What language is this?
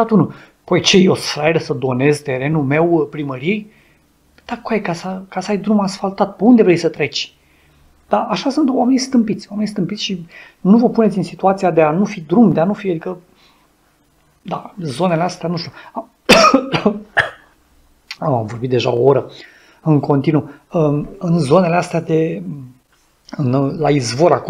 Romanian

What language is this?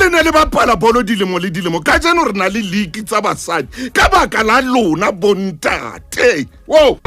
Southern Sotho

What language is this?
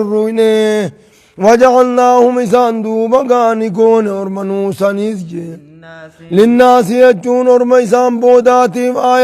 Oromo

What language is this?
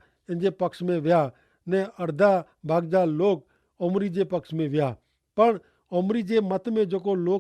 Kachhi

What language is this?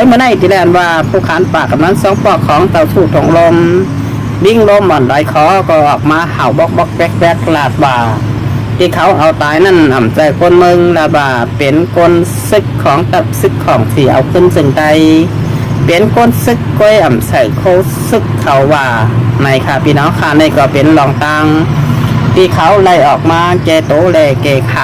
Shan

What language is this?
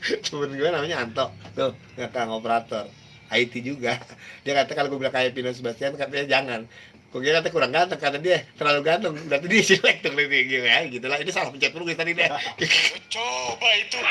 Betawi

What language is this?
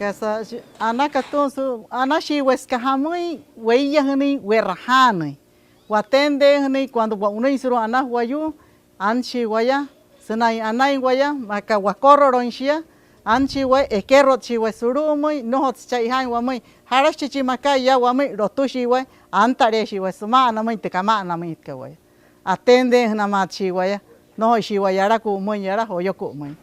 Wayuu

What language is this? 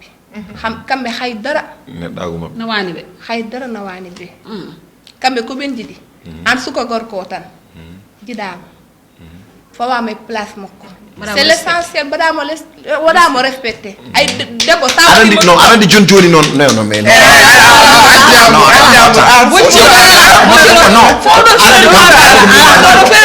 Fula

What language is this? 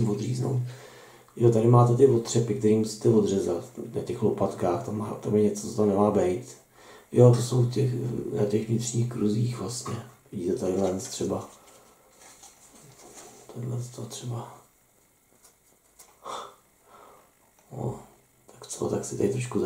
Czech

